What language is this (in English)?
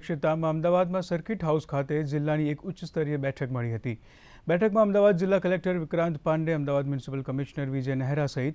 Gujarati